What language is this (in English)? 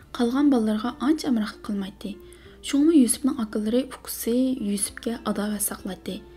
Uyghur